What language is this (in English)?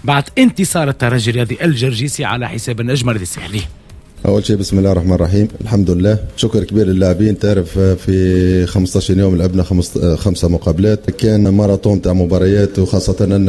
Tunisian Arabic